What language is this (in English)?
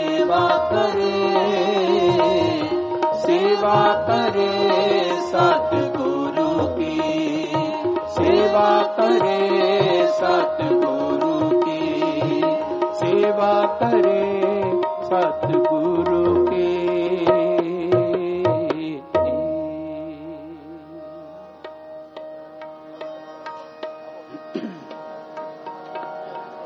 Punjabi